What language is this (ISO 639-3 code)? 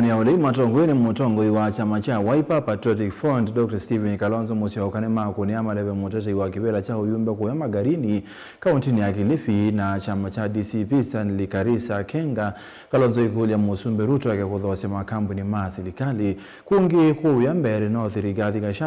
kam